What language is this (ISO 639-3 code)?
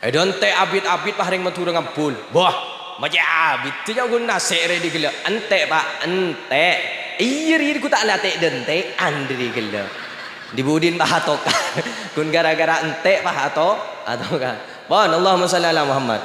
mad